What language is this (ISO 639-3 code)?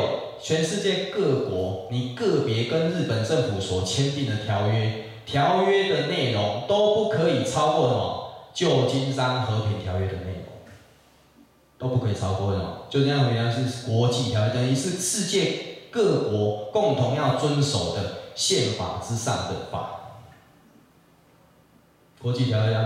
zho